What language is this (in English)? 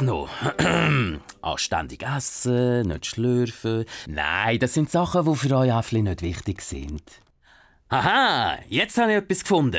Swiss German